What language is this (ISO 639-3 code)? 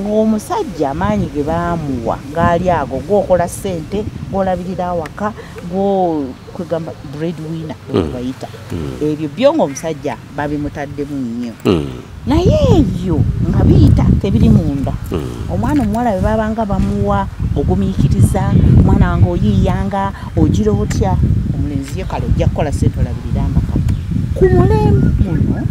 lug